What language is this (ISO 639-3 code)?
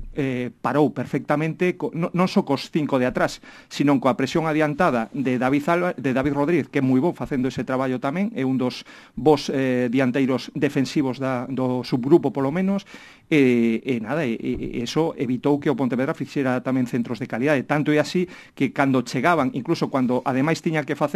glg